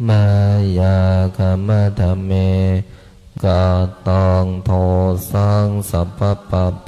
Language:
Pali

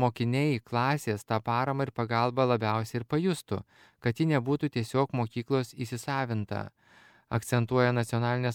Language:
Lithuanian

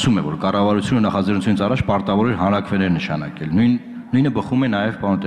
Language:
Armenian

